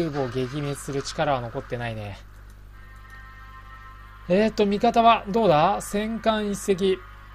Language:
Japanese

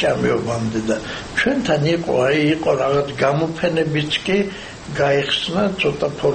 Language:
Georgian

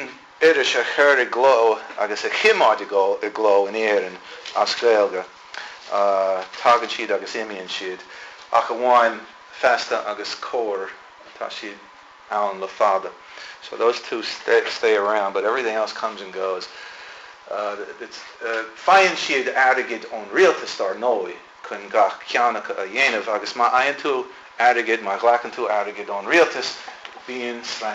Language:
Irish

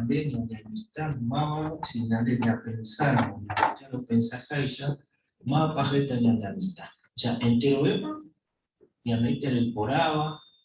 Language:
Guarani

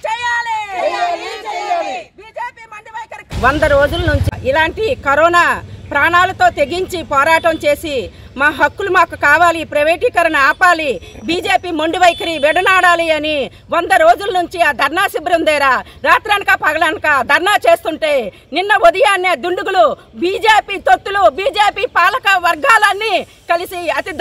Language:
Telugu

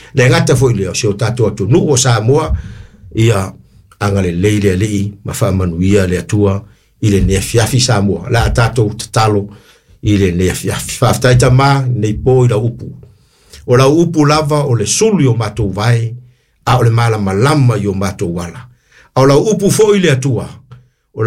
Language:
Samoan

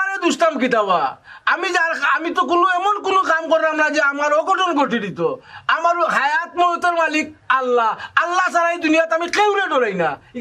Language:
Sylheti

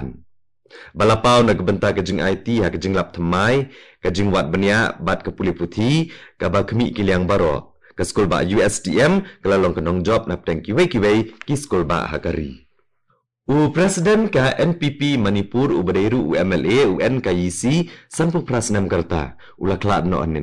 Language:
Khasi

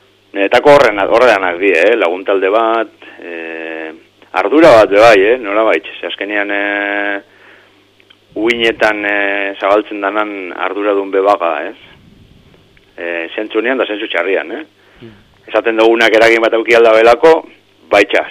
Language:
Basque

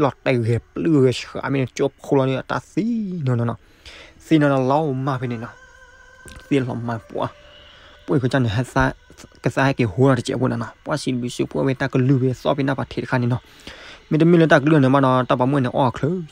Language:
S'gaw Karen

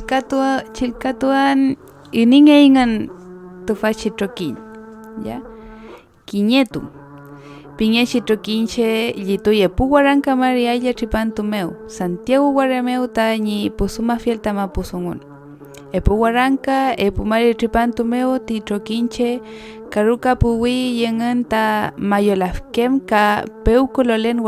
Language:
Mapuche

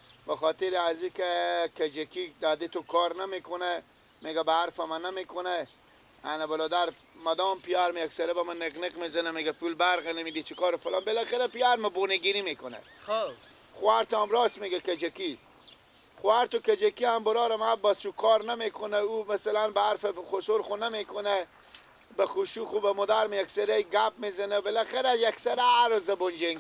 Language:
Persian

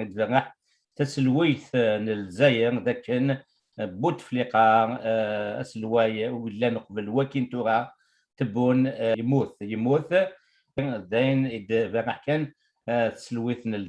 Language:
Kabyle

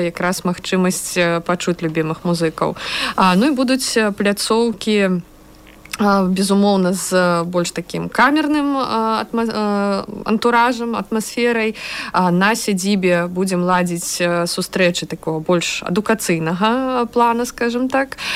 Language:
Belarusian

